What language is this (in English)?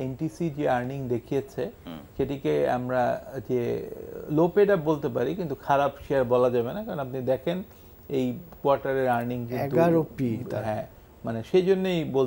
Bangla